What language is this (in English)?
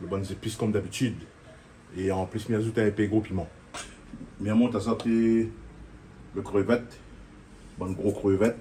Réunion Creole French